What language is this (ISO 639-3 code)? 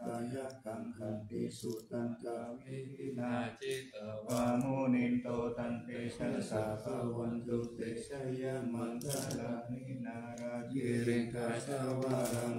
pli